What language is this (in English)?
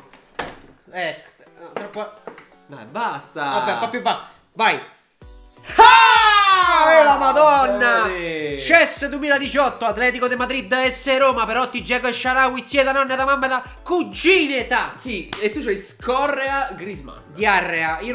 Italian